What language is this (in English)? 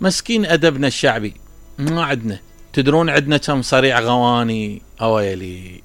Mesopotamian Arabic